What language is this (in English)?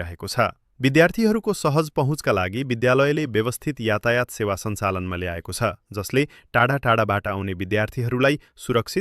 Nepali